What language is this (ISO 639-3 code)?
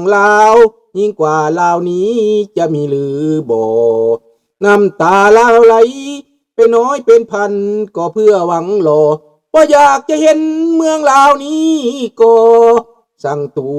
lao